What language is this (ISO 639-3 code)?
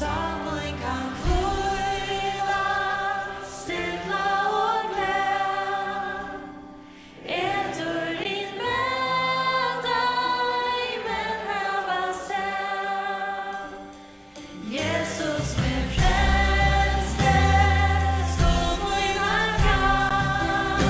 fao